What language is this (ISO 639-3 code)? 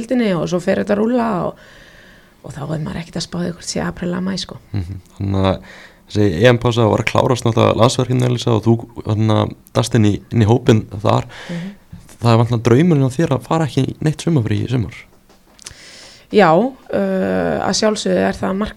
isl